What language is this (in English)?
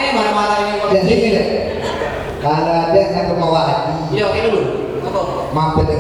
Musi